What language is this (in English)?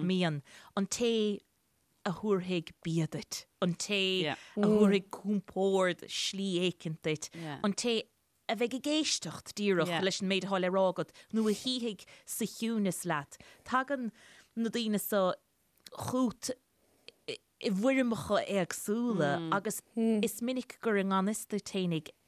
Irish